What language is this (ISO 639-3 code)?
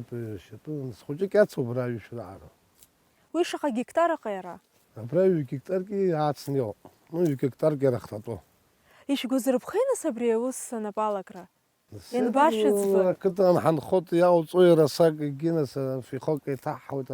abk